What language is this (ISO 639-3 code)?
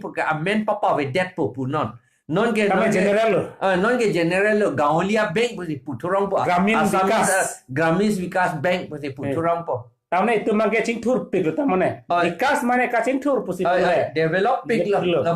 mjw